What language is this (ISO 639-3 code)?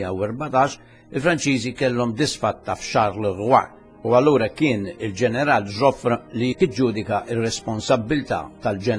mlt